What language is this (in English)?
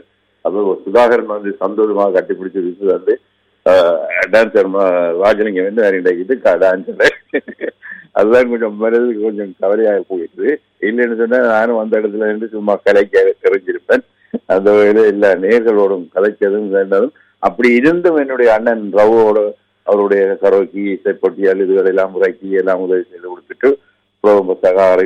Tamil